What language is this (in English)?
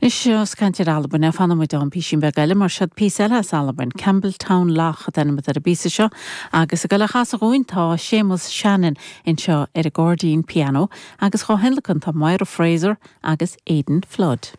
Irish